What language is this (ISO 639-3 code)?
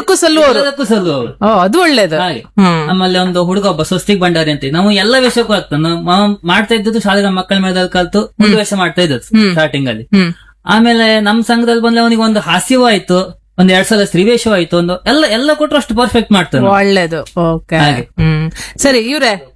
kan